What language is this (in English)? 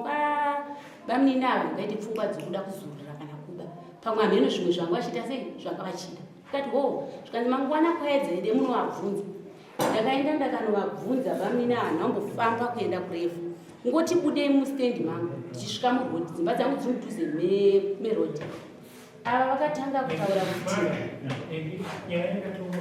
Shona